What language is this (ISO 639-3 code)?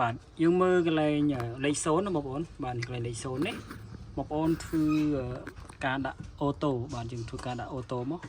khm